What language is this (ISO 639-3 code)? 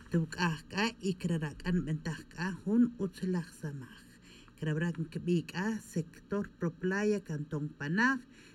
tzj